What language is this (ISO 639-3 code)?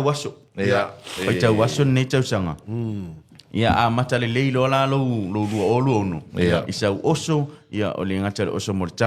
smo